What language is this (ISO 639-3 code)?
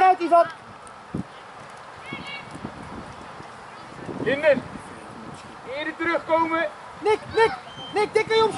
nld